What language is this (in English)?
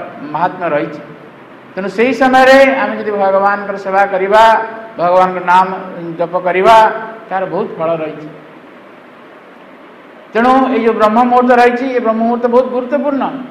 Odia